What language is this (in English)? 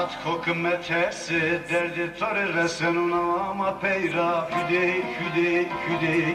Zaza